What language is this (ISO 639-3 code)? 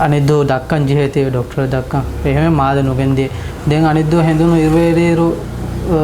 div